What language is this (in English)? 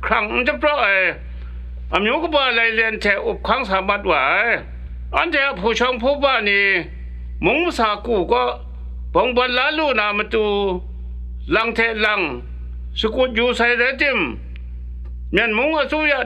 Kachin